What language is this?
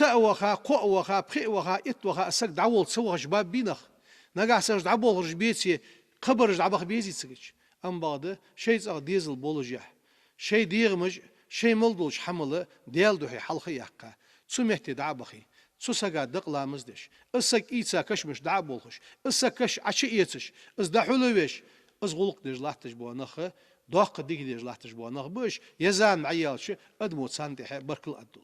Ingush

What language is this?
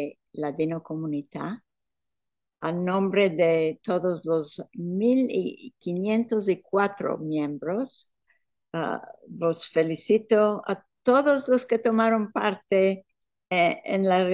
Ladino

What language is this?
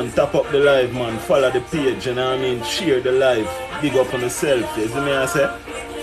Jamaican Creole English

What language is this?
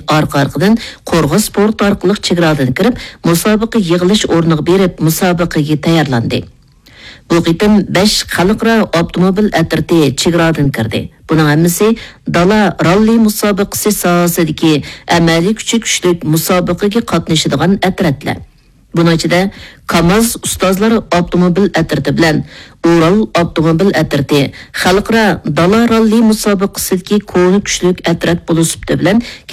Uyghur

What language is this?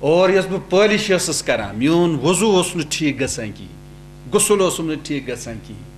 Kashmiri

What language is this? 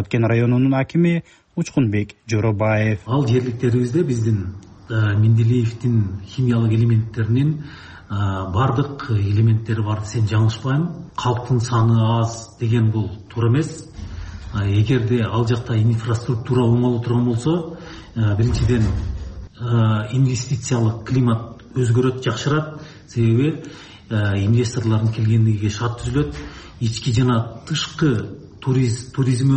Kyrgyz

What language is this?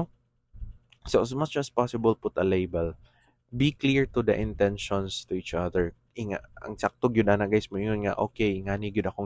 Cebuano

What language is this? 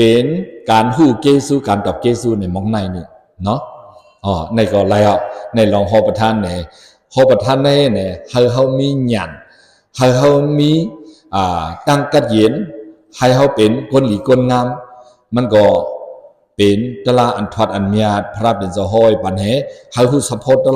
Shan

